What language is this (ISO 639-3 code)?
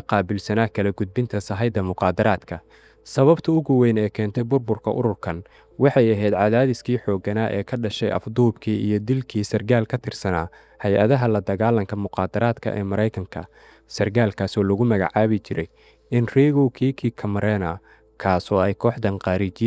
som